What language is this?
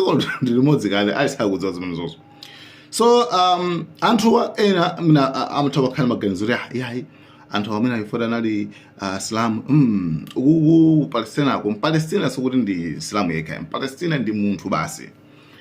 Nyanja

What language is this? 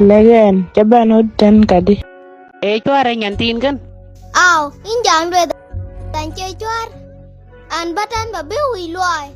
Dinka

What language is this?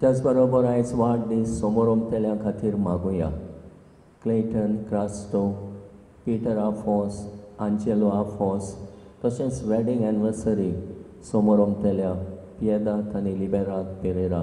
Konkani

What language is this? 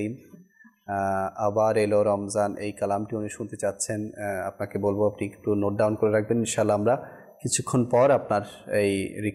Bangla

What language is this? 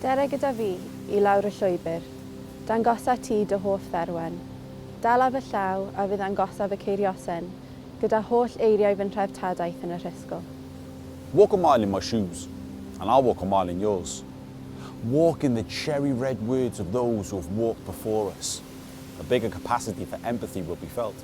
Welsh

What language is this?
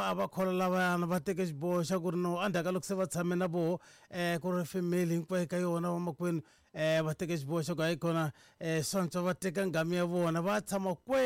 Tsonga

